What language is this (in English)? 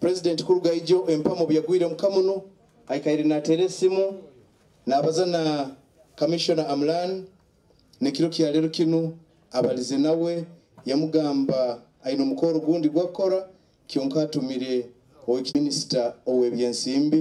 Nyoro